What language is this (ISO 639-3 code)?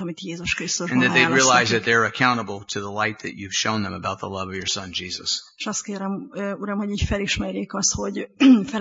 hun